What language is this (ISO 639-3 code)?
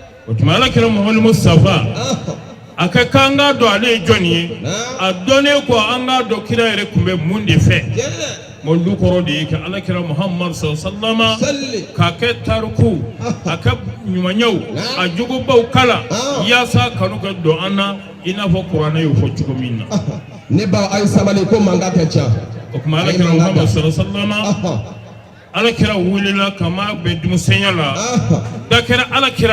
bam